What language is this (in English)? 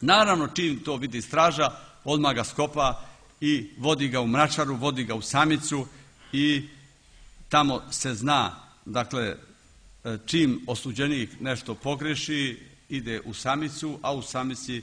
Serbian